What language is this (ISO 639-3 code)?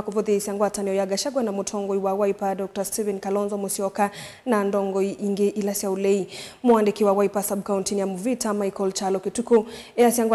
kam